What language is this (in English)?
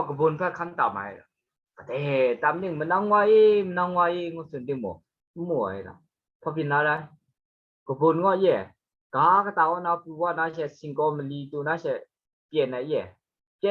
Kachin